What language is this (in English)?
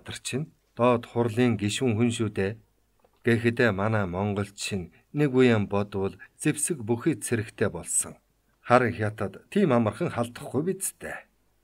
Mongolian